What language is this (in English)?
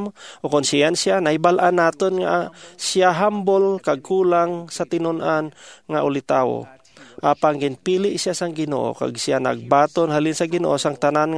Hiligaynon